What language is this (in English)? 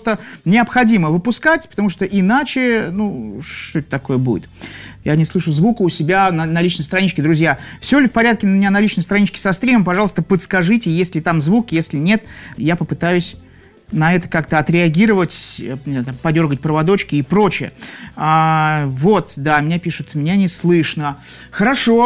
Russian